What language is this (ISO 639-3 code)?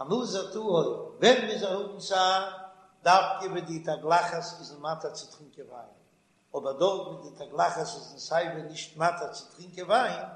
yid